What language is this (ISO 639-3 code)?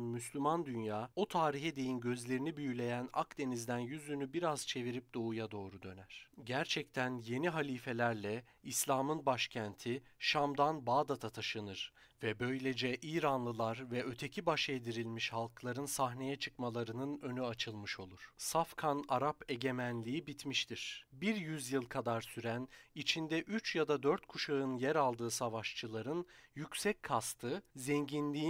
tur